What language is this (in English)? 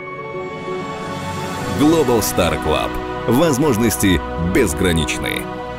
Russian